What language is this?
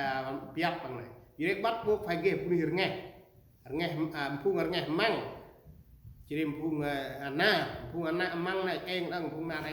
Central Mnong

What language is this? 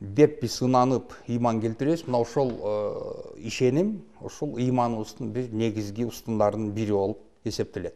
Kyrgyz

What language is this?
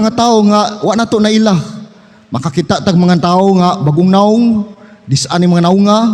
Cebuano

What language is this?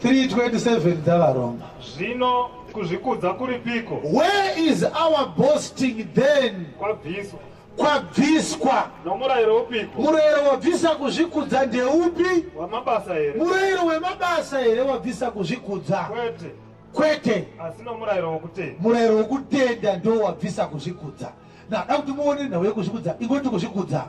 Shona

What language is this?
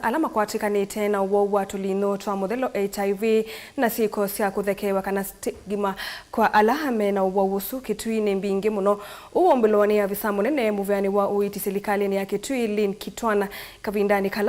Kamba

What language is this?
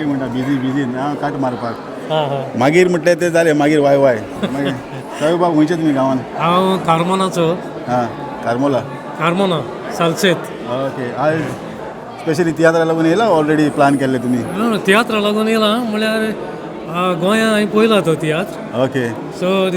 Konkani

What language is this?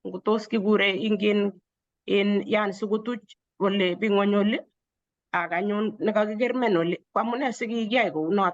Kalenjin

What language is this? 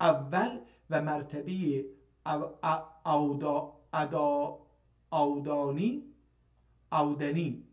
South Azerbaijani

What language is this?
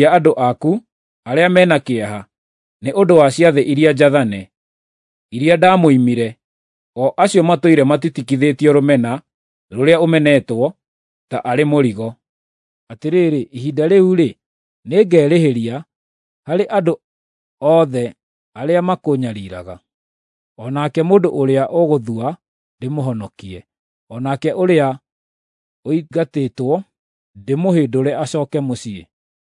Kikuyu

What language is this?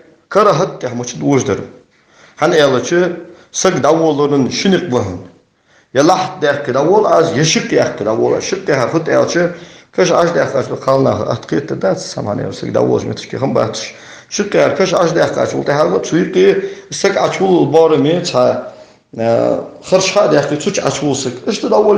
Ingush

